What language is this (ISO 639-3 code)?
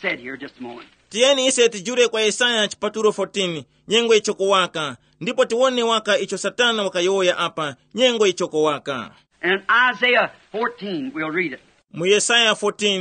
tum